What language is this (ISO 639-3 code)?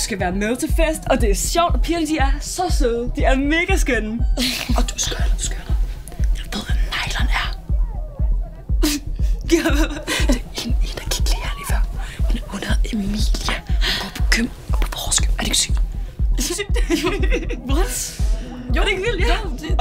dan